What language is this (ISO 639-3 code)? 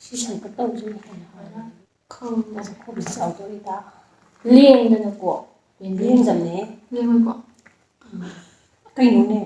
mni